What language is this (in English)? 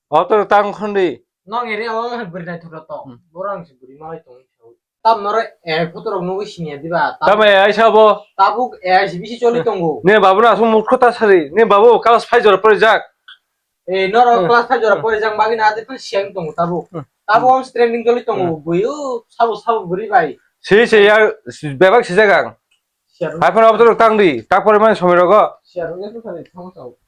Kok Borok